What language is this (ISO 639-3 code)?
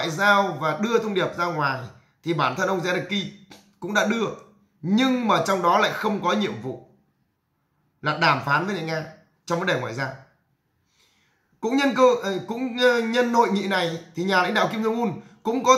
vie